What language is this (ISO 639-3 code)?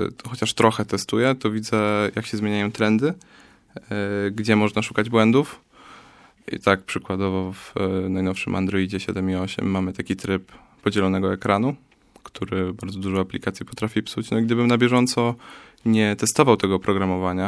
pol